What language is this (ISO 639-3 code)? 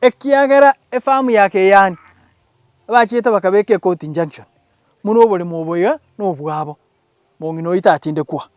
guz